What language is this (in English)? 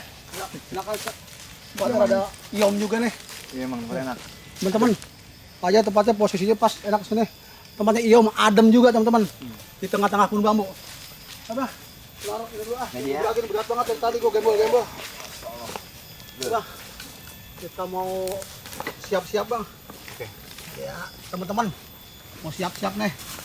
Betawi